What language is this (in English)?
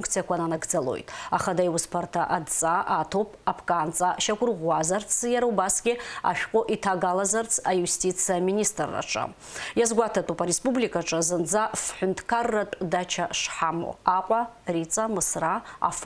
Abkhazian